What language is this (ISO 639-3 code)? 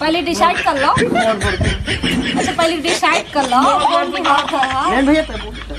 hne